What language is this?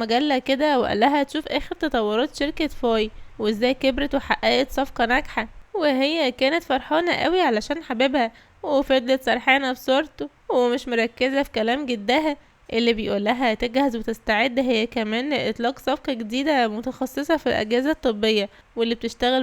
Egyptian Arabic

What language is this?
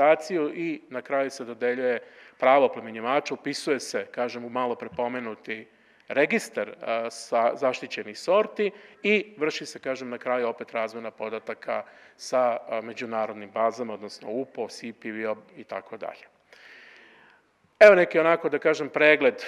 Serbian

